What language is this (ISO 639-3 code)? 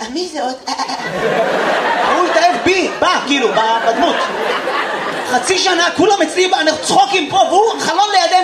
heb